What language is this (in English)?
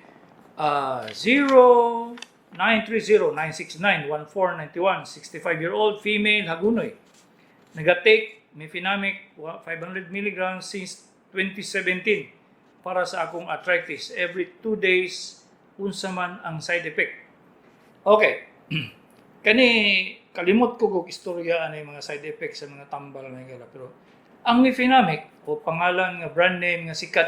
Cebuano